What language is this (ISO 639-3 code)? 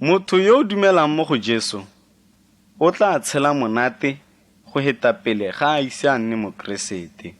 tsn